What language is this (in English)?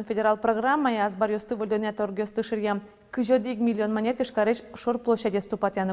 Udmurt